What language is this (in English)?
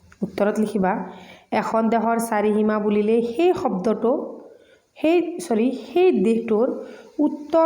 Assamese